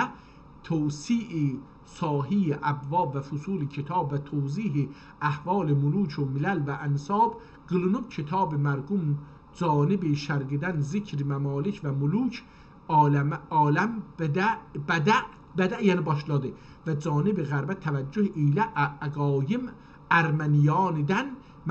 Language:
South Azerbaijani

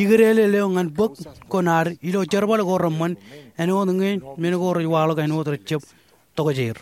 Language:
Marshallese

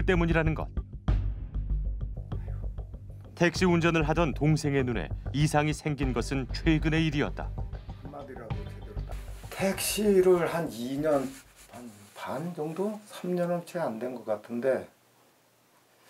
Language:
Korean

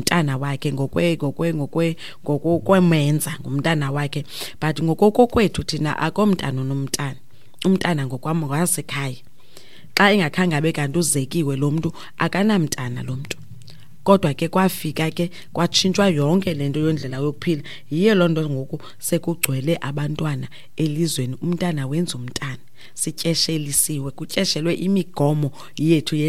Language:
Xhosa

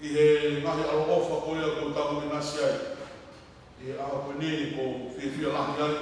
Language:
Tongan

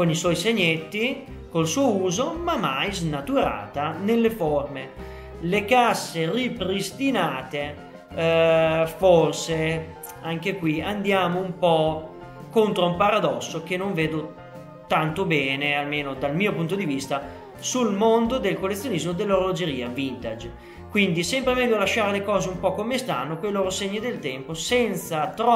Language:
Italian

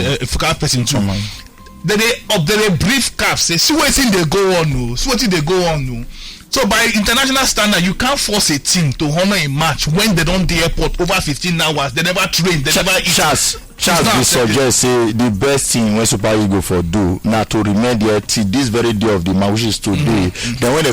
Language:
Nigerian Pidgin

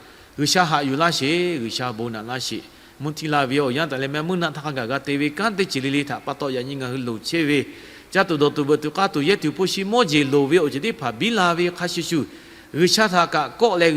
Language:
Lahu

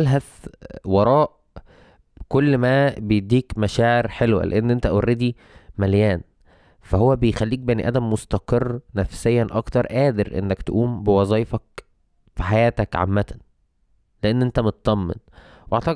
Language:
Egyptian Arabic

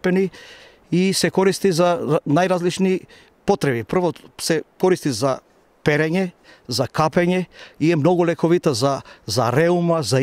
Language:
Macedonian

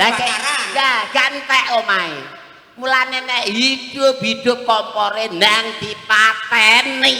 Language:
Javanese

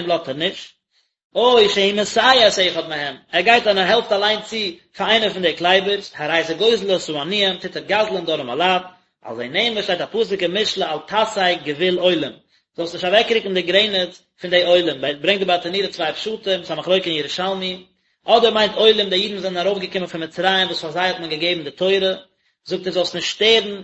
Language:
Yiddish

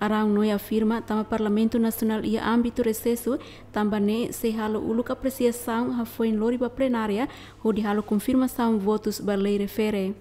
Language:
Tetum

